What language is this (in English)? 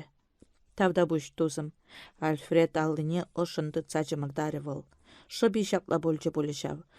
Chuvash